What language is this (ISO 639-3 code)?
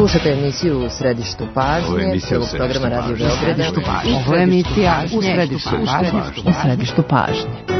srp